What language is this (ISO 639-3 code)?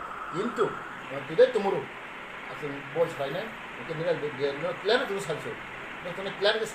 ria